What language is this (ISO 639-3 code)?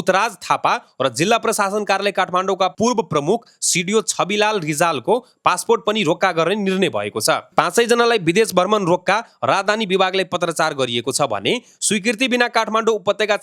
nep